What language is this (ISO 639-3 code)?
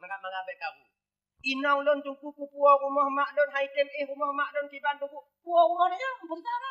ace